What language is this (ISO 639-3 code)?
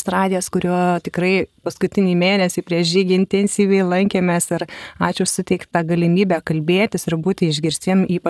lit